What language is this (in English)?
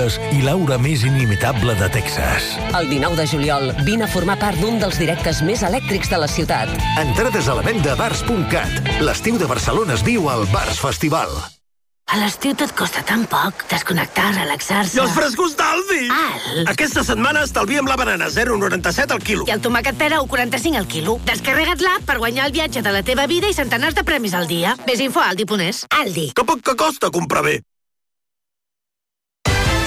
Catalan